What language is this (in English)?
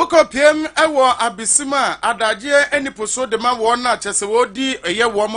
Akan